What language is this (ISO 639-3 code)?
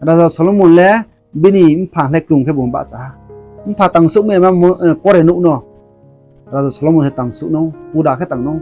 ria